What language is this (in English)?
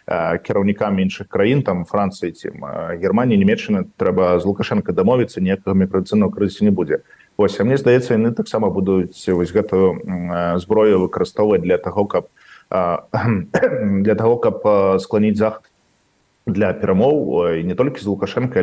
Belarusian